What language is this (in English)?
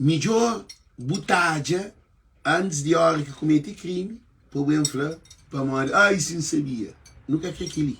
Kabuverdianu